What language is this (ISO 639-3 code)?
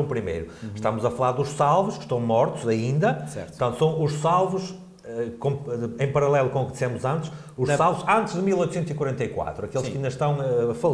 por